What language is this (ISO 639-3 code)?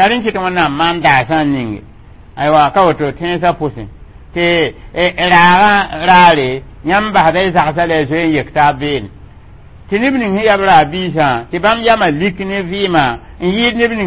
mos